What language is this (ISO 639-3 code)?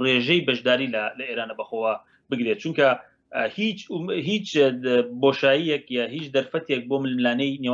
ckb